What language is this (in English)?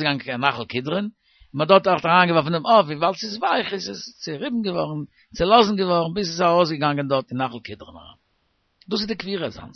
Yiddish